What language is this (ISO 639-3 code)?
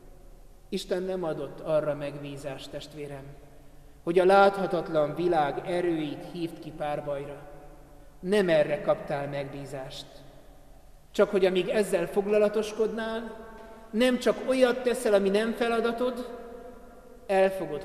hun